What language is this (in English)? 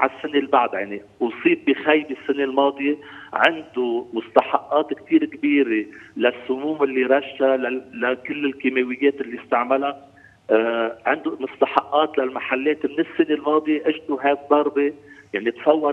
North Levantine Arabic